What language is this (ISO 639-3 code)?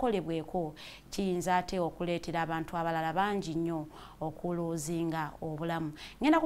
lug